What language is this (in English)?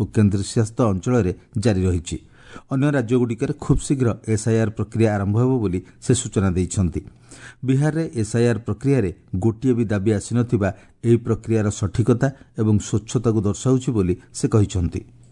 Odia